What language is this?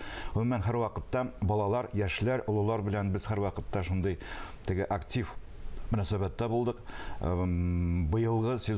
Tatar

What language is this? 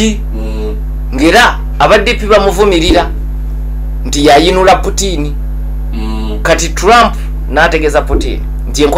Ganda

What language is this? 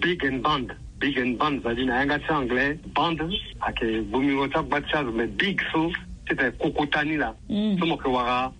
Sango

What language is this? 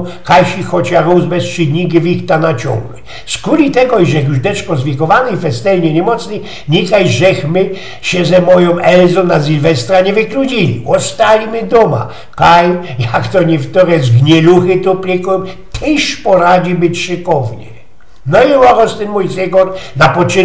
Silesian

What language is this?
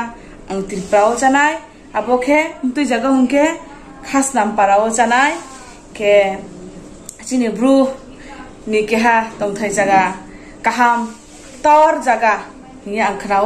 Riang (India)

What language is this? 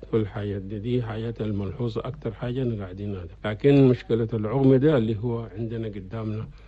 Chadian Arabic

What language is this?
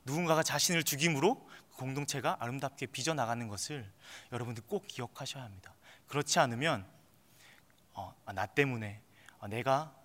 Korean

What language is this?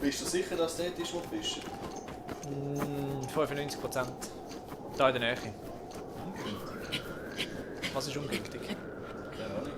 Swiss German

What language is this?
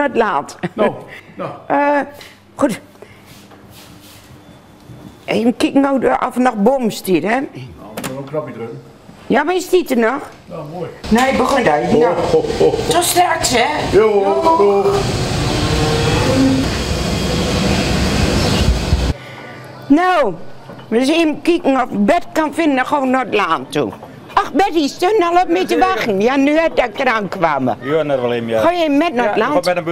Dutch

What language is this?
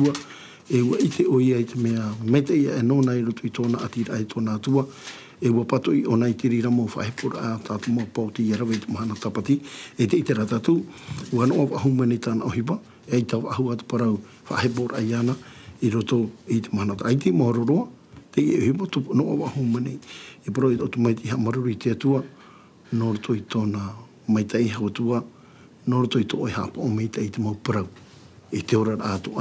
Tahitian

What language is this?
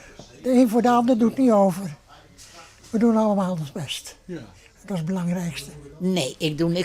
Western Frisian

